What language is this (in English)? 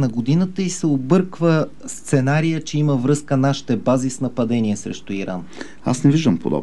Bulgarian